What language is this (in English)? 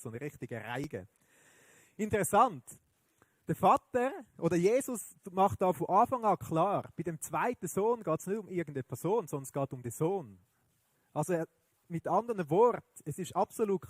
Swiss German